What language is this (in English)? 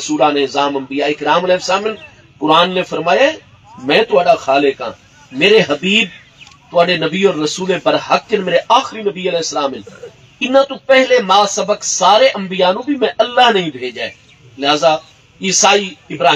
Saraiki